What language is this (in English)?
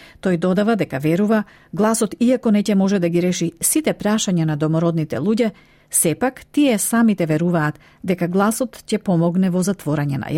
Macedonian